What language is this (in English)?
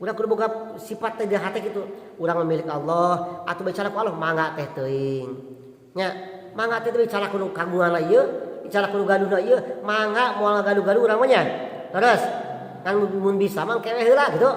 Sundanese